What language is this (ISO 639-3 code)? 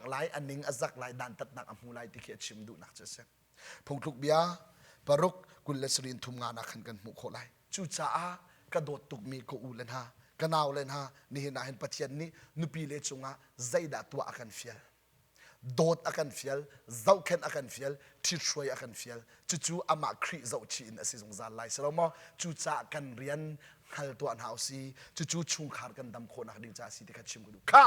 cnh